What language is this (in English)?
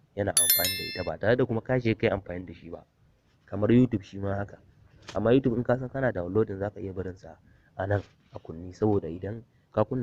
Hausa